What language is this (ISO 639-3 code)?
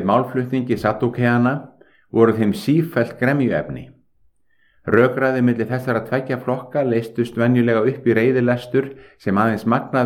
isl